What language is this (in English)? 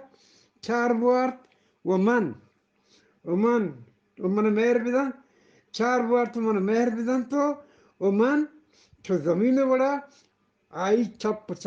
Eastern Balochi